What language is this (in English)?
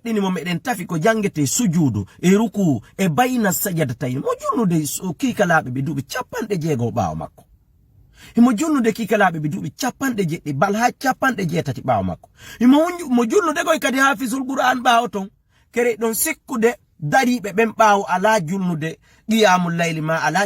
Fula